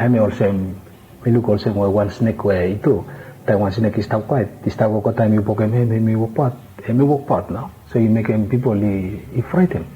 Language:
Bislama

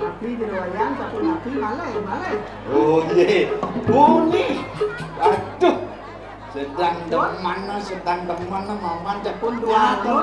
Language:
Balinese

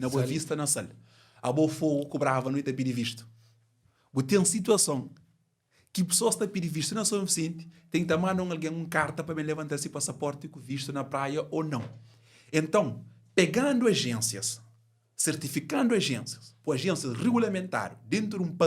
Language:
Kabuverdianu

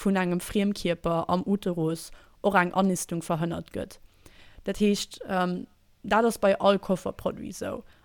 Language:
Luxembourgish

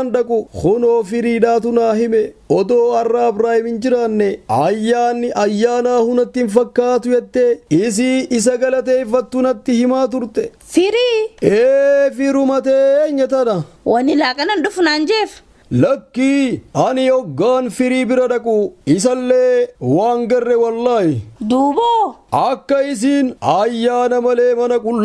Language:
Oromo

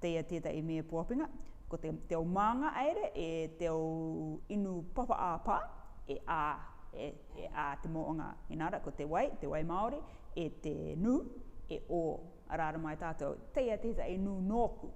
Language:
Rarotongan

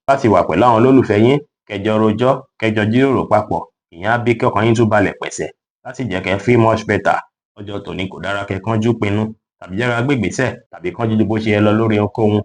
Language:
Yoruba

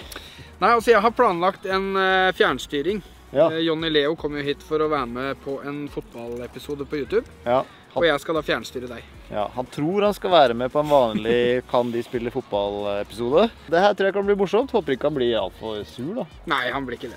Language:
Norwegian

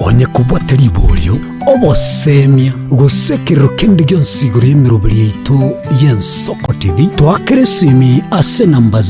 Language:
Gusii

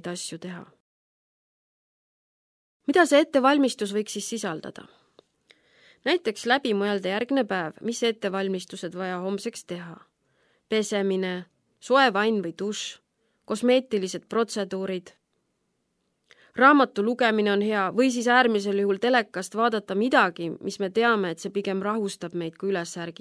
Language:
Estonian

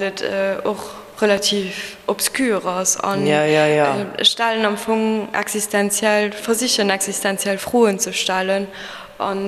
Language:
Luxembourgish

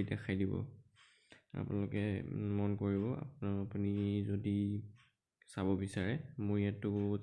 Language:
Assamese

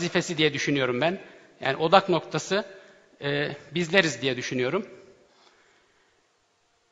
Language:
Turkish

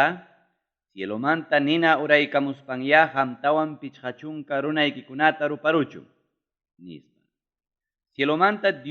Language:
Ayacucho Quechua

